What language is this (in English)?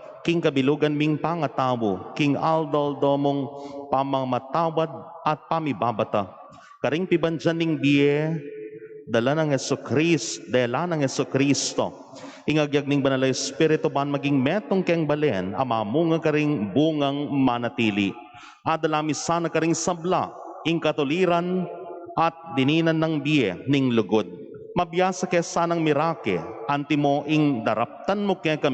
Pampanga